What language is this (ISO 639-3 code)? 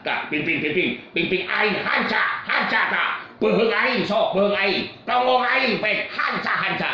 sun